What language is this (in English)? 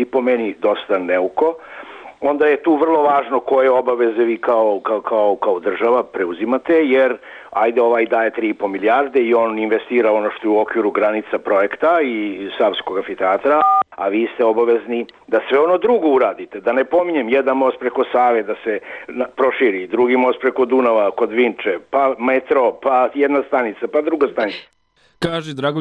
Serbian